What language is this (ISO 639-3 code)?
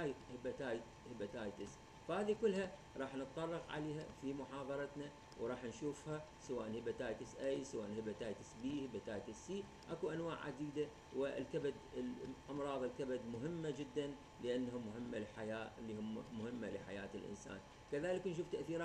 acm